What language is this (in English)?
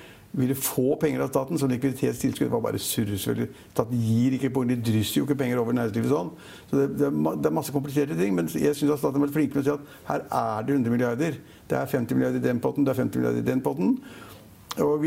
Norwegian